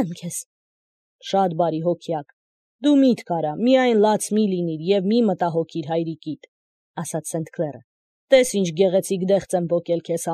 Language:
Armenian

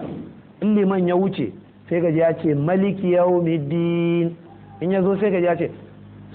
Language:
Hausa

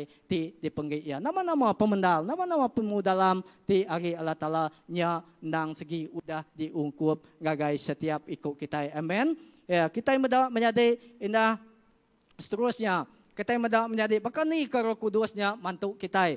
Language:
Iban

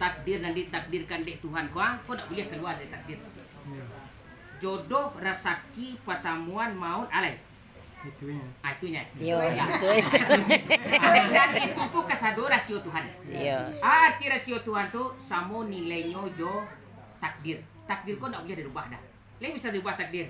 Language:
Minangkabau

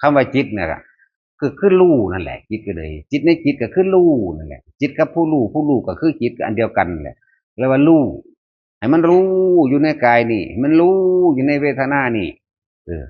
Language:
Northeastern Thai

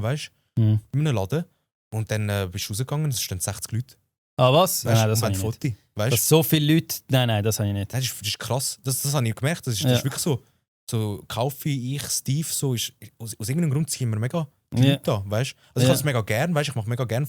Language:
Swiss German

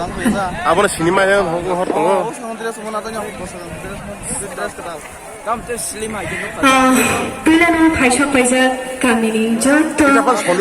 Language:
Kok Borok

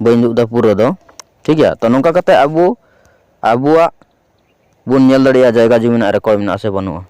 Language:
Santali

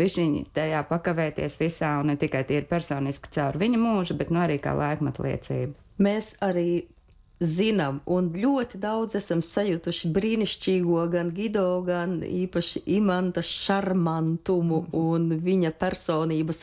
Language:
Latvian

